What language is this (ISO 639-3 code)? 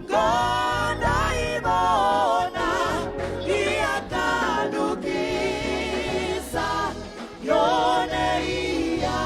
ven